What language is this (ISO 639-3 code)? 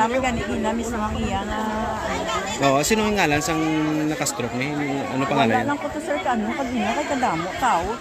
hil